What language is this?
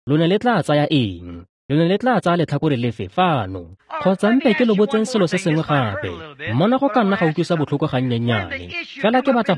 Tswana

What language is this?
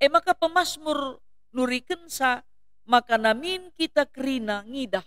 Batak Karo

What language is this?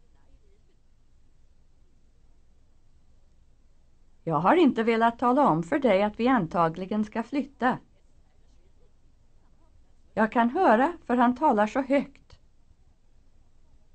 Swedish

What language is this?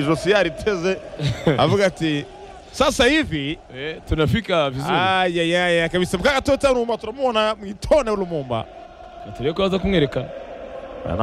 Kinyarwanda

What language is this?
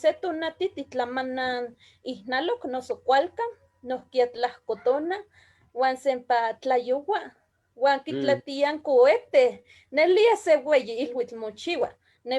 Eastern Huasteca Nahuatl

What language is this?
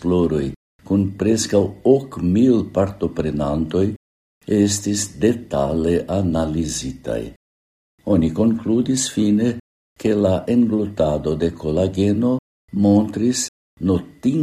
Esperanto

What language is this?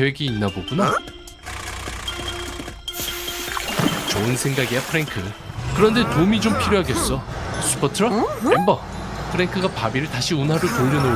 Korean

